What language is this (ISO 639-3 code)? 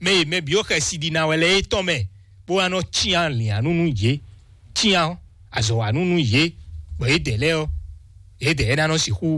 fon